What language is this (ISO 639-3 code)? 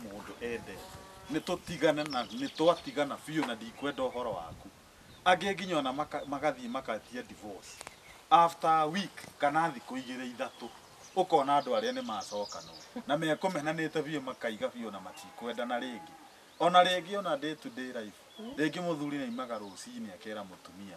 kik